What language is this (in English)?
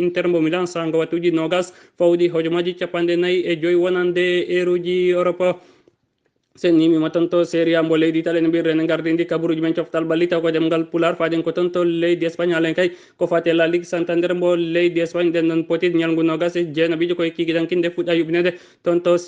Fula